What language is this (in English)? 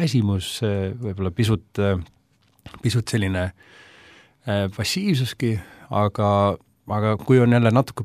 Estonian